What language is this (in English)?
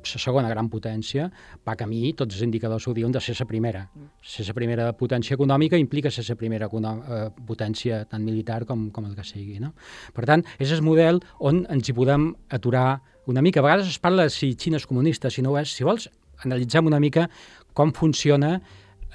Catalan